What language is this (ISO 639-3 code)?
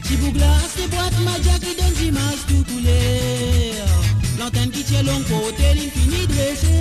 mfe